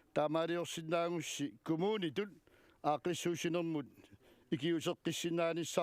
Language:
Kalaallisut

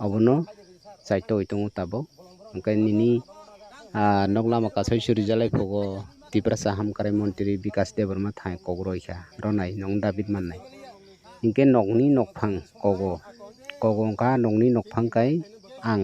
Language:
Kok Borok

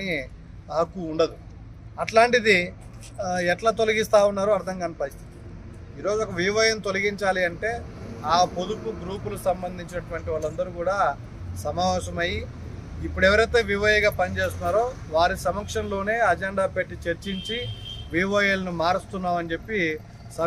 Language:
Telugu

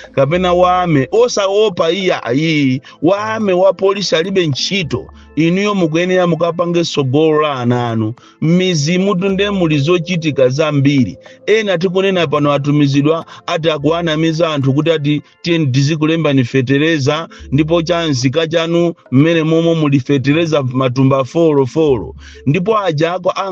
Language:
Nyanja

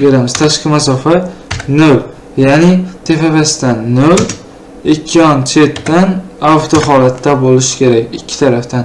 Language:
Uzbek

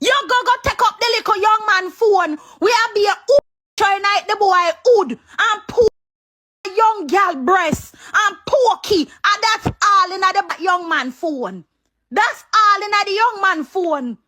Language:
Jamaican Creole English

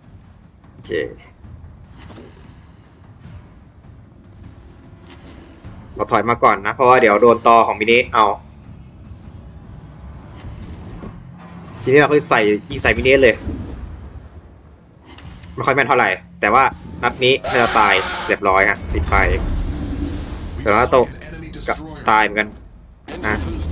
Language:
Thai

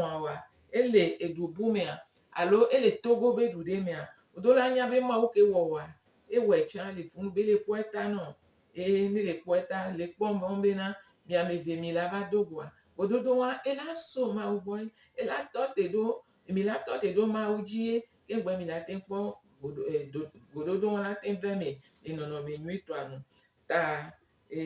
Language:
Gen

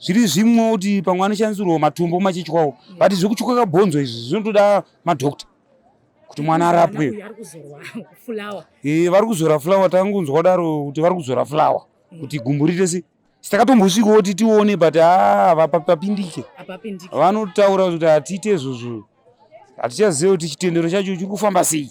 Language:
Shona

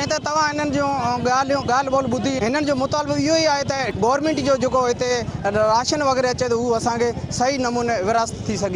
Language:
Sindhi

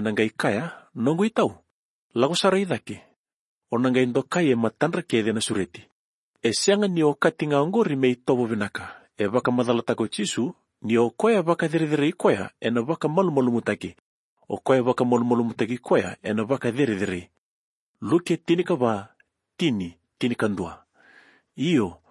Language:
Fijian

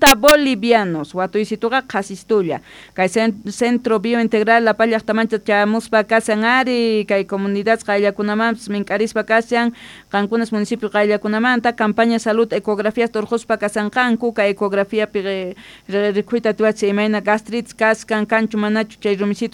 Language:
Quechua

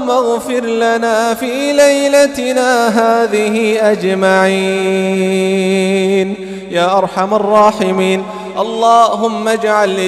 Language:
Arabic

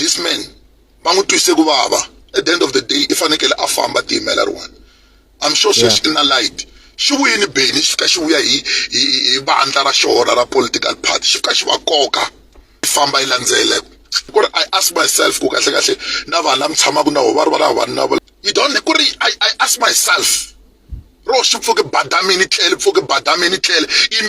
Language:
Tsonga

